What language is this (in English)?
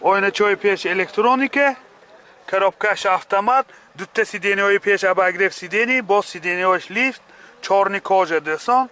Tajik